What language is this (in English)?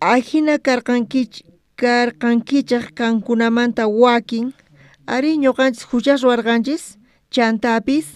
South Bolivian Quechua